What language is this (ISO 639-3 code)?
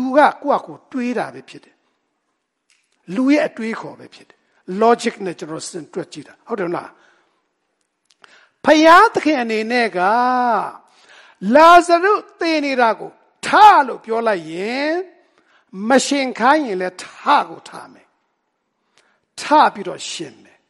mya